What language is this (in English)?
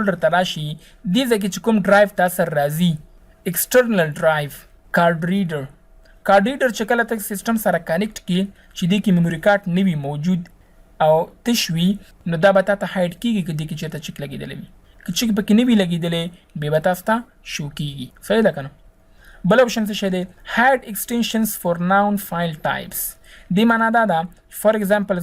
Pashto